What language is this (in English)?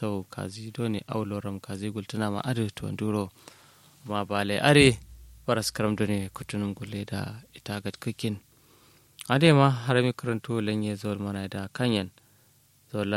Kanuri